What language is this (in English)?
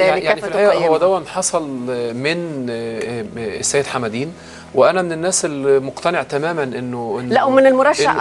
Egyptian Arabic